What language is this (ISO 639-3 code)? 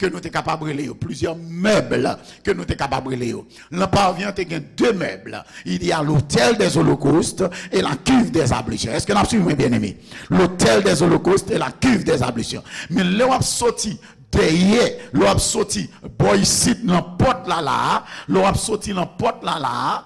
hat